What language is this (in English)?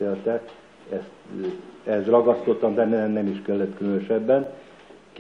Hungarian